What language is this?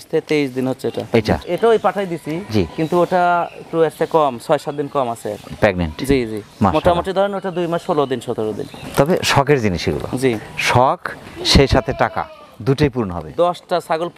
Bangla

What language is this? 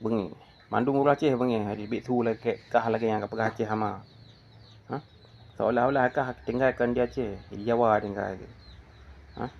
Achinese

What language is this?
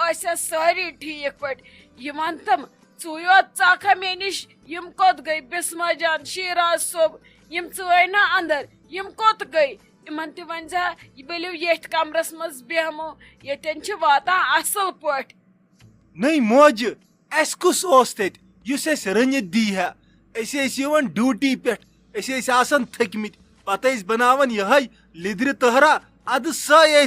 Kashmiri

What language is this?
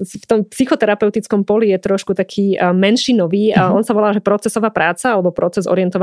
Slovak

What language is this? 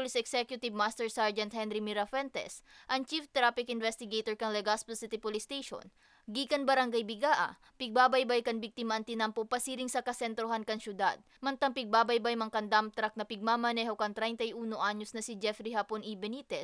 Bikol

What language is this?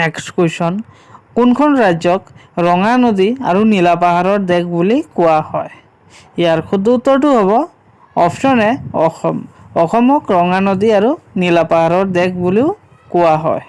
Assamese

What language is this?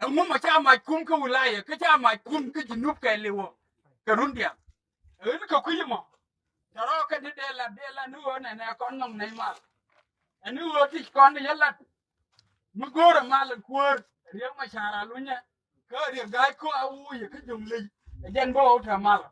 Nuer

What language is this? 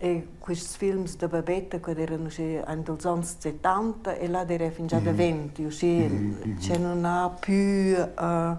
Romansh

